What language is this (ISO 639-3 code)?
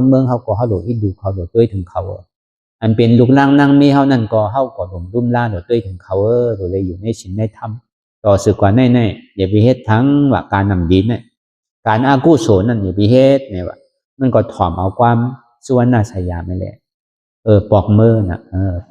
shn